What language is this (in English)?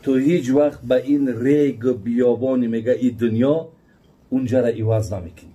Tajik